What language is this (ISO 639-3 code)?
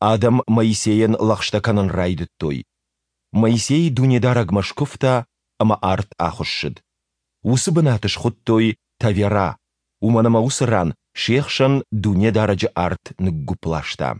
oss